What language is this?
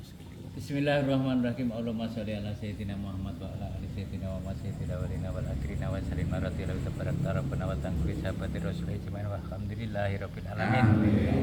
Javanese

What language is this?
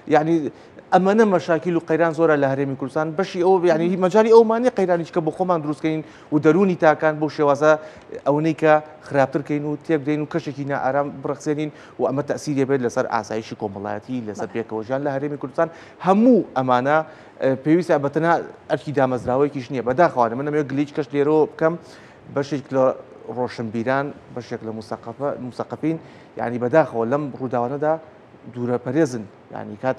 Central Kurdish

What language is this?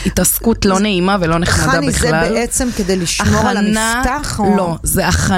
Hebrew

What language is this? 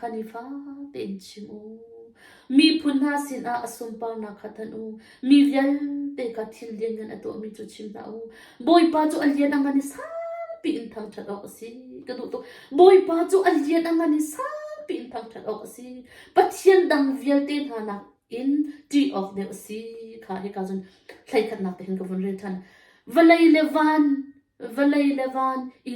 Hakha Chin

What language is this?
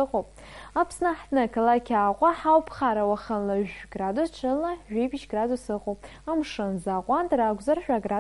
Abkhazian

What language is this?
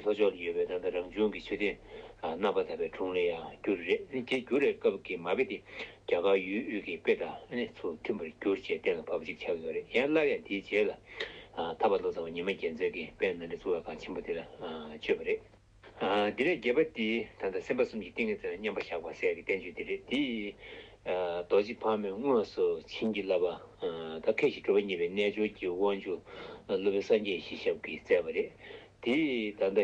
Tibetan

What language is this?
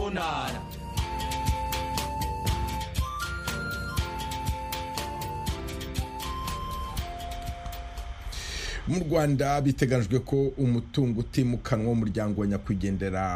Kinyarwanda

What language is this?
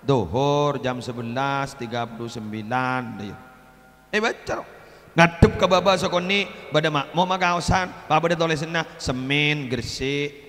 Madurese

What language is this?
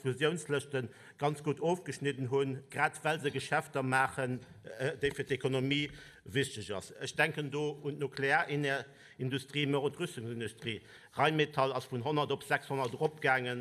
Luxembourgish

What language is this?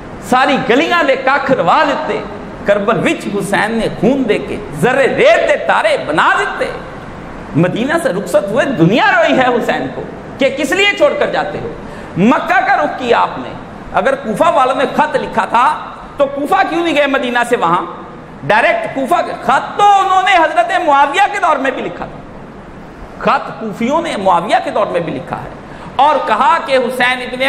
Urdu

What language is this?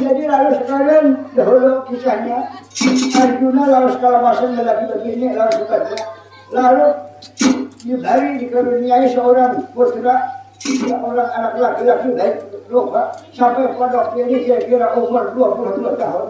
Banjar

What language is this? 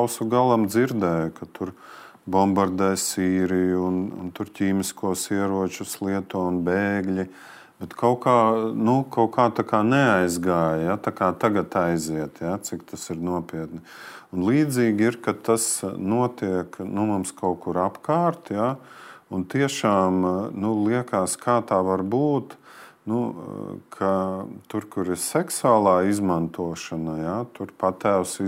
Latvian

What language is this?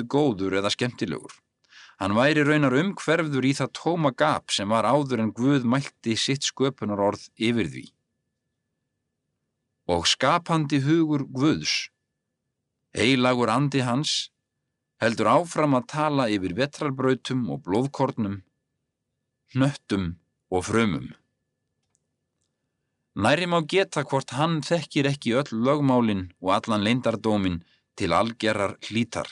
Icelandic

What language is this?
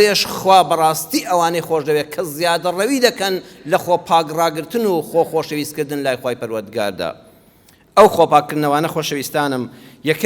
Central Kurdish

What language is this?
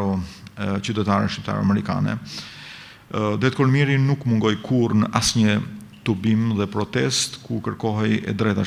Albanian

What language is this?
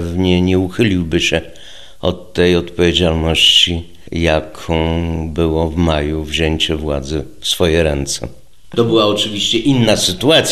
Polish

